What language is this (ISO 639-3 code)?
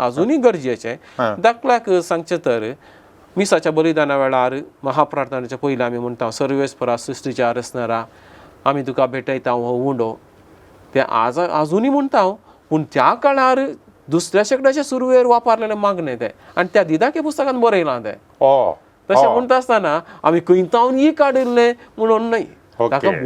kok